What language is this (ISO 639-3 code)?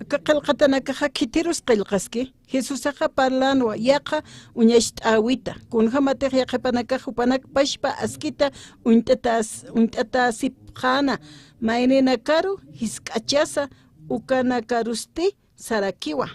aym